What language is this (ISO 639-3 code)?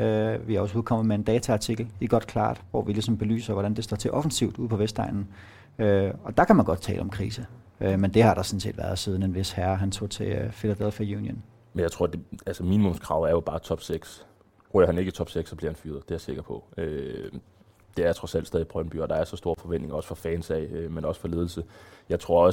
dan